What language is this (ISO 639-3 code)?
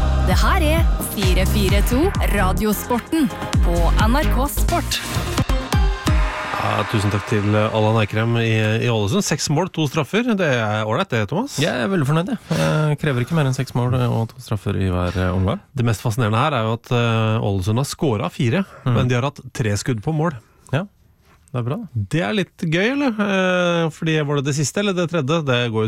nor